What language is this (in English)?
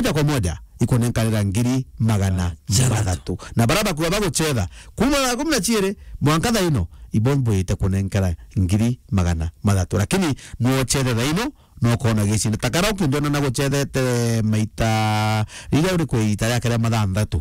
Meru